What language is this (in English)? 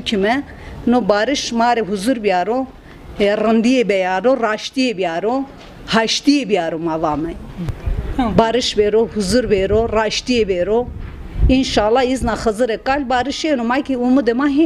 Kurdish